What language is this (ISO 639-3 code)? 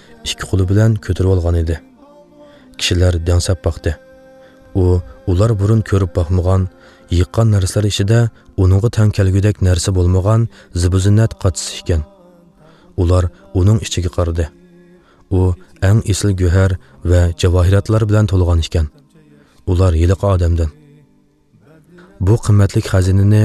uig